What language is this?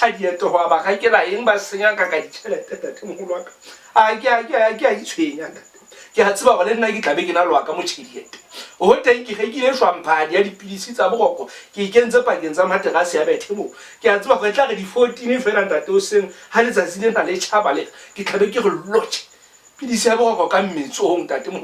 Southern Sotho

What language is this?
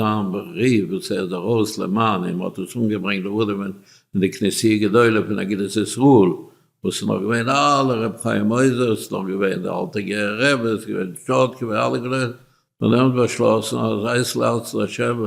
Yiddish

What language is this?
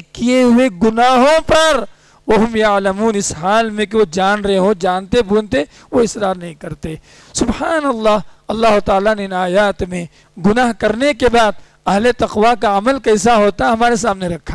Urdu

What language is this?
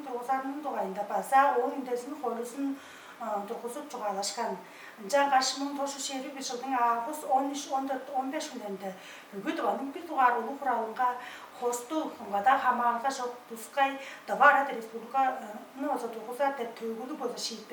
Tuvinian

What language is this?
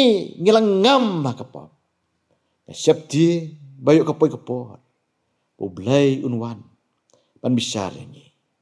Khasi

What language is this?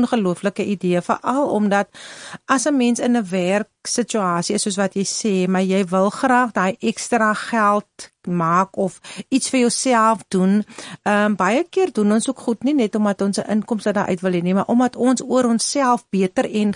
Afrikaans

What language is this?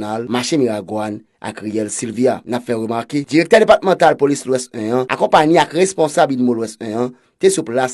Haitian Creole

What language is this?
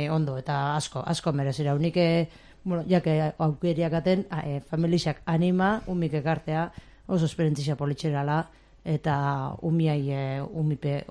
Basque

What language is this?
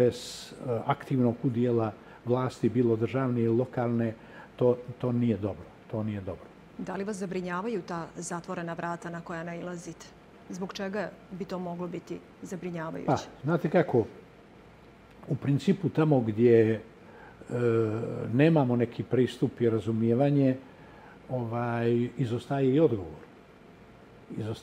Bosnian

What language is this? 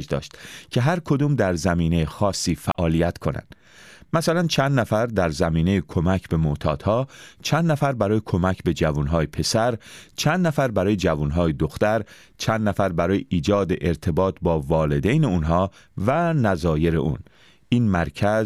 Persian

